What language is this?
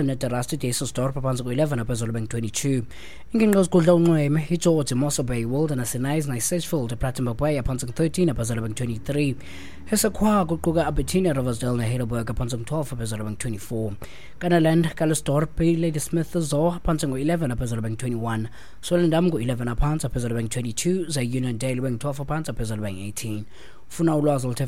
Xhosa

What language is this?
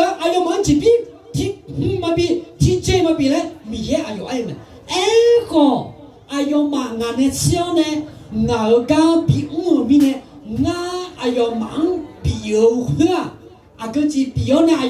Akha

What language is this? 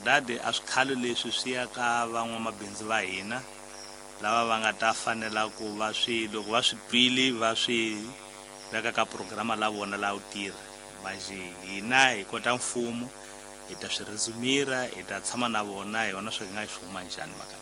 Tsonga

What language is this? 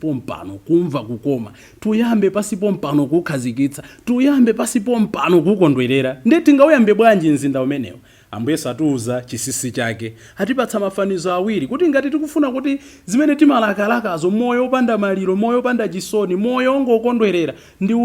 Nyanja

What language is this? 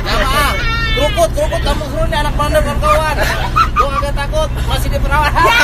Betawi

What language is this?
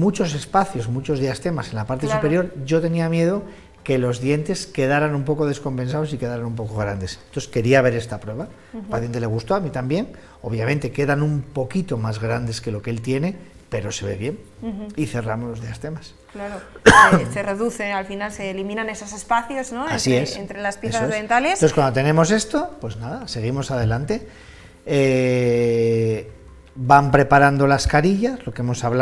Spanish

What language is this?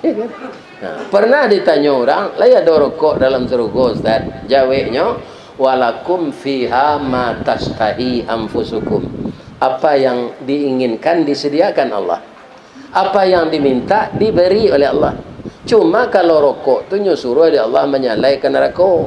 Minangkabau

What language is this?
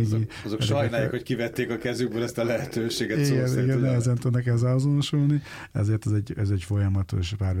Hungarian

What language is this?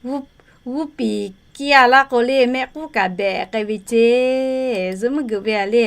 Lahu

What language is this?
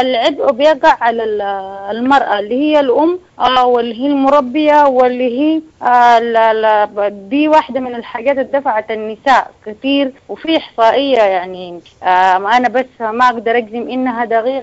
Sudanese Arabic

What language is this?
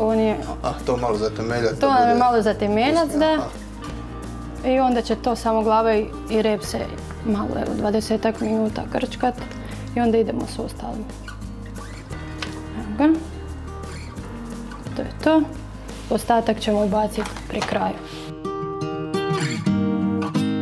Croatian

